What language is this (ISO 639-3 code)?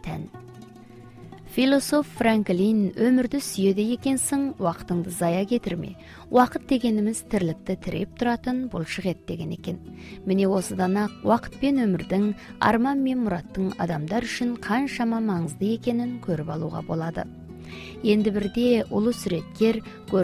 kaz